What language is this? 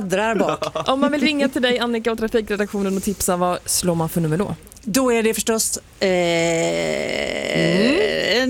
Swedish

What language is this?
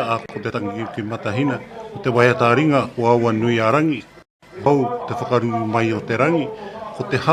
Māori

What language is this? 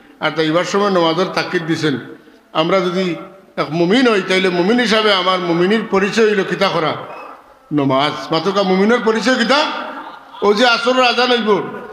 Sylheti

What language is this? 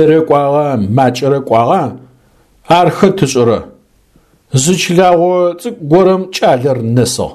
Adyghe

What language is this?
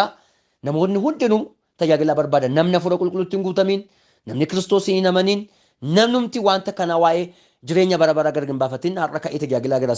Oromo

